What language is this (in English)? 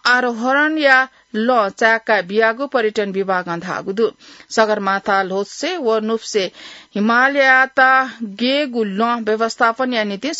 Newari